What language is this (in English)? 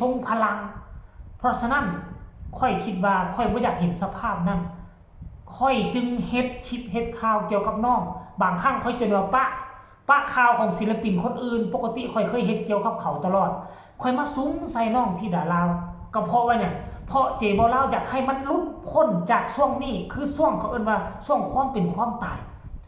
Northeastern Thai